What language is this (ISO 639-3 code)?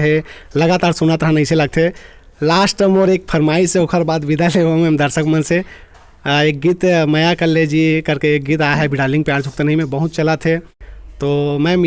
hne